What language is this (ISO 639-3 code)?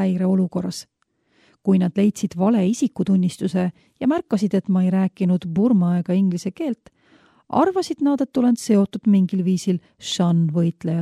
est